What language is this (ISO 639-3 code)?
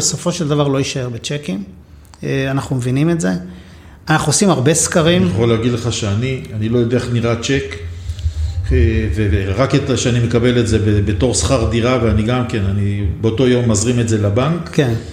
heb